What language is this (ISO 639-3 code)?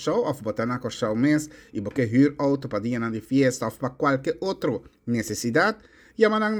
pap